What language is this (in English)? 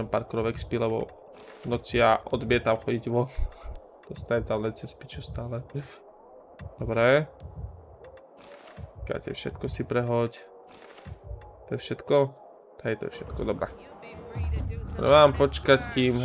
Slovak